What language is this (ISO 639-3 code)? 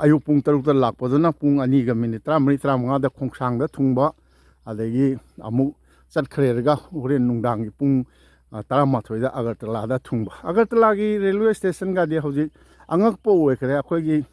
mni